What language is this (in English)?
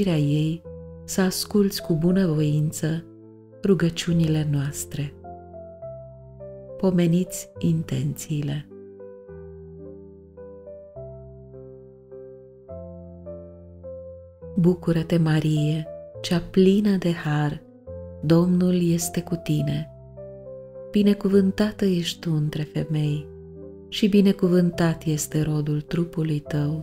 Romanian